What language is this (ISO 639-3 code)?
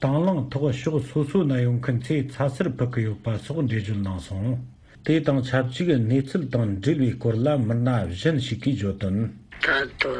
bod